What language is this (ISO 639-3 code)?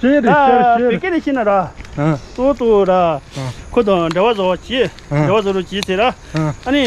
bod